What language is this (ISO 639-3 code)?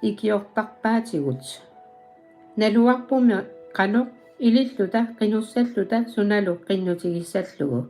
kal